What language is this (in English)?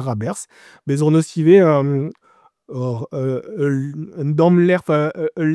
Breton